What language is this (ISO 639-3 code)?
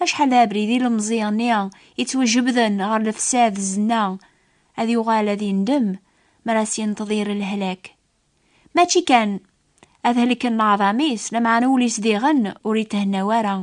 kab